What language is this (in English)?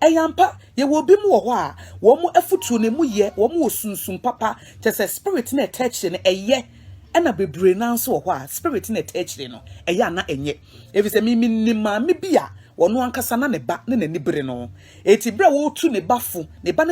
Akan